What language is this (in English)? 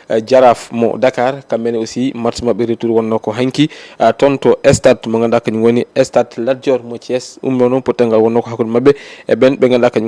Fula